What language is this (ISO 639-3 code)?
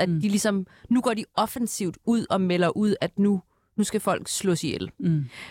dan